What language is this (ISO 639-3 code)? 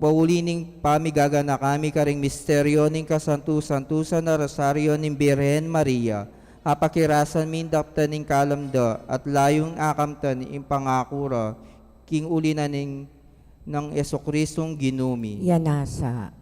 pam